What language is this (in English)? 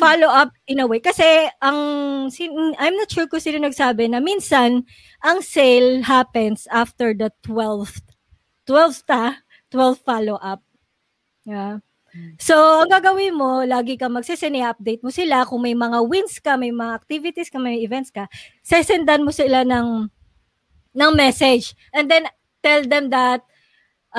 Filipino